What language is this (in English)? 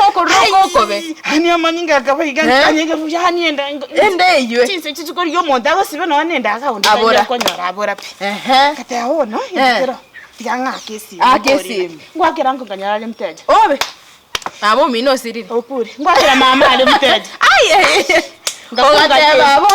Gusii